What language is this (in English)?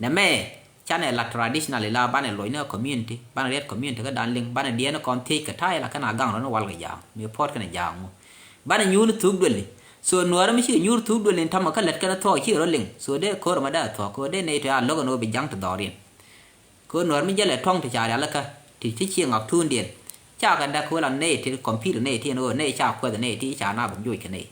Nuer